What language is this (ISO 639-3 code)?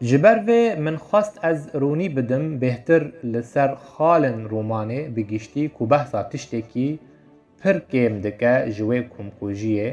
kur